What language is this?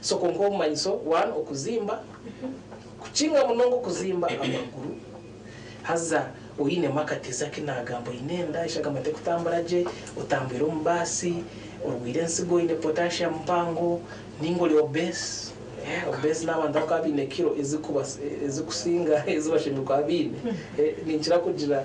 Nyankole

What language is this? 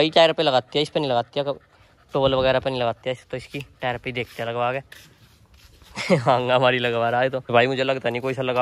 Hindi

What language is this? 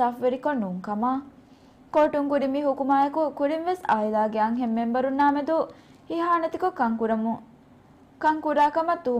Divehi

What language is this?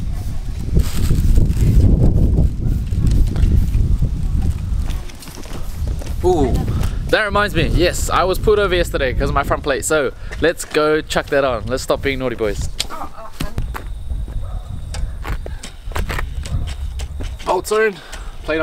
English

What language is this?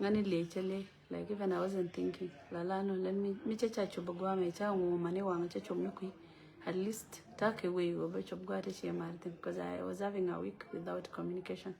Nuer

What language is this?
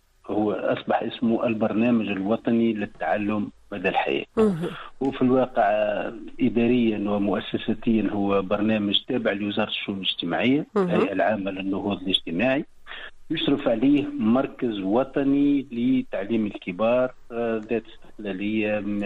Tunisian Arabic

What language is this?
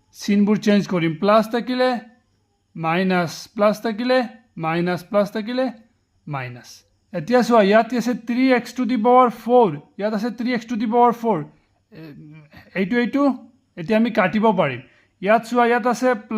Assamese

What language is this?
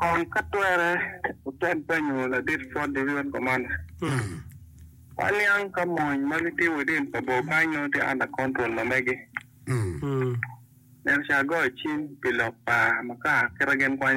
Acoli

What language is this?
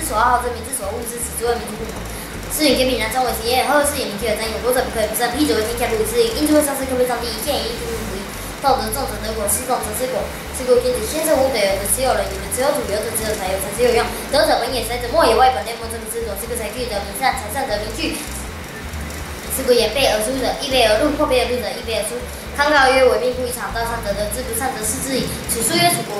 Literary Chinese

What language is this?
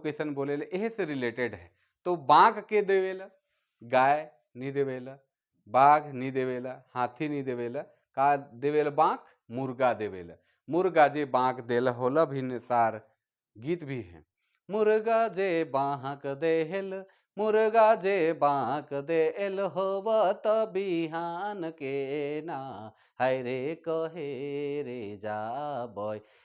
Sadri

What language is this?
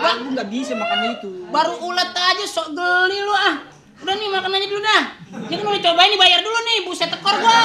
Betawi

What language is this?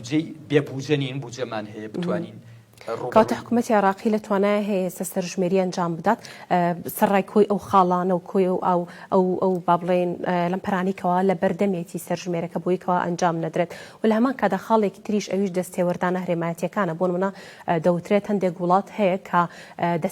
Central Kurdish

